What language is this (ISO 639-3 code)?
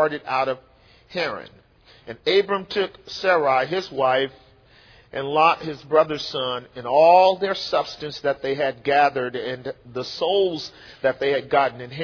eng